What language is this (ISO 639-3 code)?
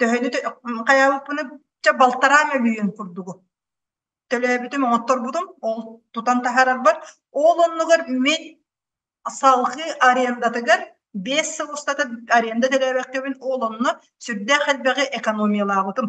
sah